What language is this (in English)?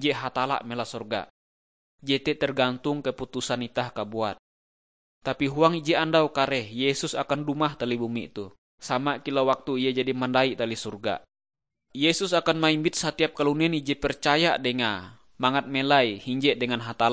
Ngaju